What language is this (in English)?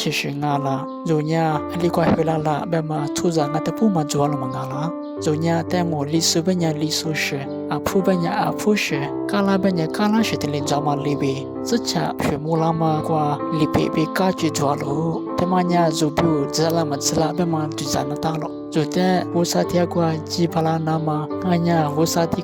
Lisu